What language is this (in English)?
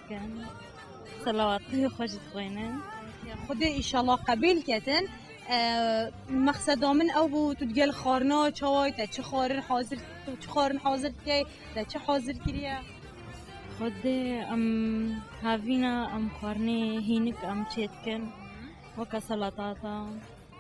Kurdish